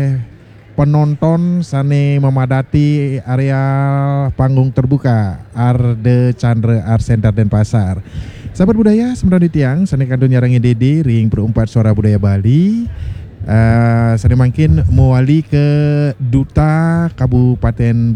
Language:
Balinese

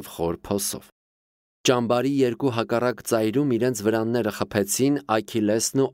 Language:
Armenian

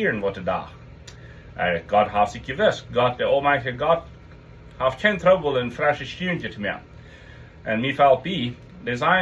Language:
Plautdietsch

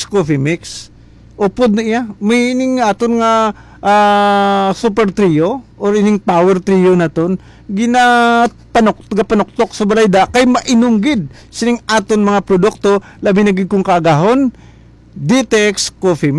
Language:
Hiligaynon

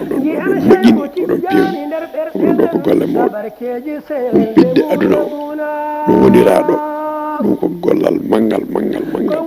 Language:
Fula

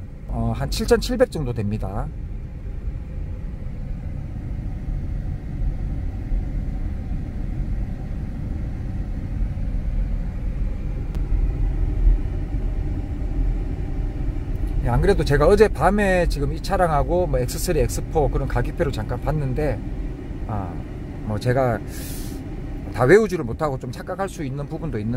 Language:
Korean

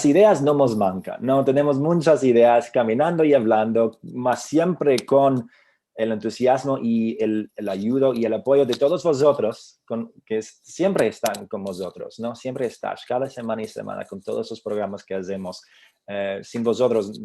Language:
Ladino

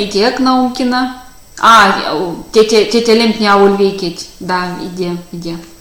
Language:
Erzya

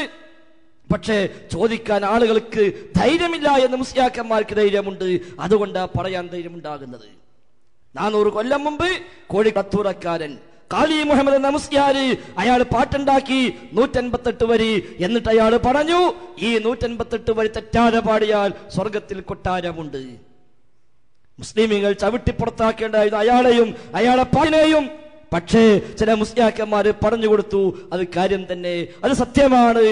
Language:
Malayalam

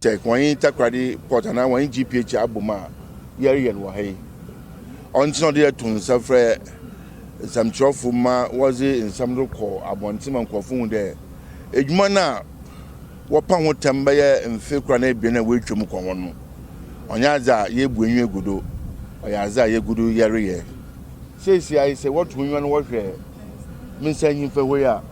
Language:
Akan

